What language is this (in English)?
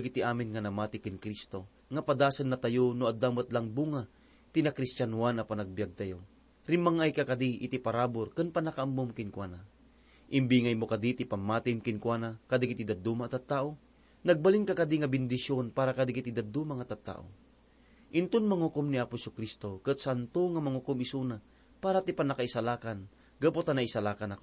Iloko